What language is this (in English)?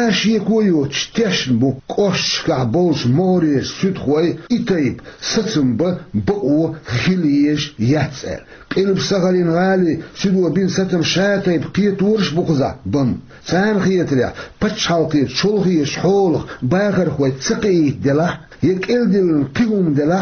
Chechen